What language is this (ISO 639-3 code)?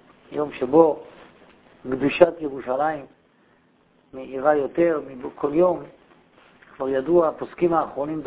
heb